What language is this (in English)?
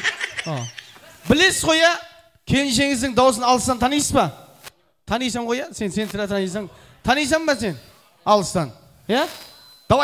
Kara-Kalpak